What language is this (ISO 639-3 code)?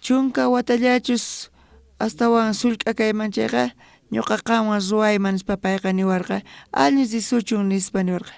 quh